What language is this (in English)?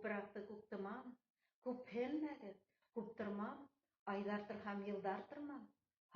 Bashkir